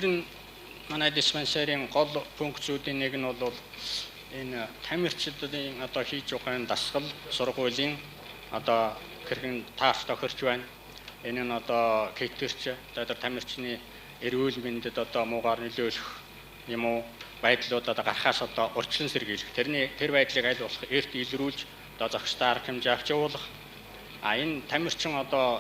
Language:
Mongolian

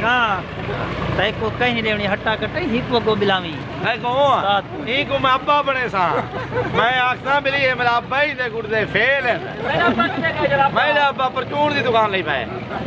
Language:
Saraiki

